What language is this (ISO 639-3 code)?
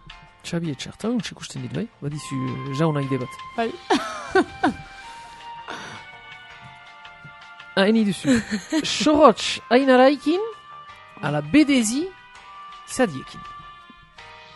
eus